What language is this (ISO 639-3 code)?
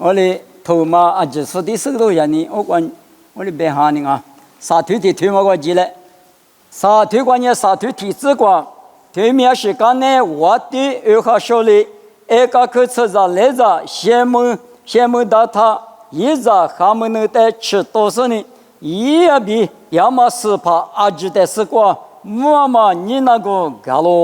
lis